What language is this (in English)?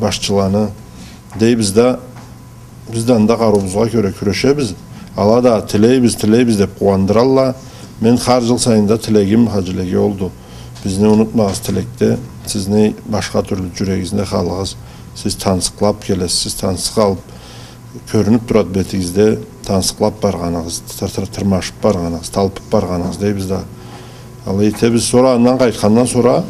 Karachay-Balkar